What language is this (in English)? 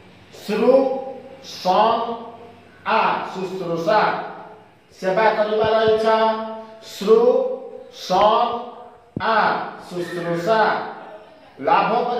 Odia